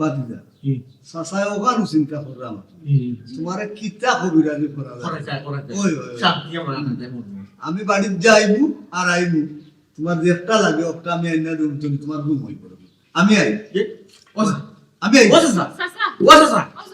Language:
Sylheti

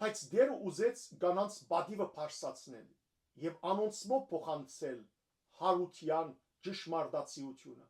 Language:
Western Armenian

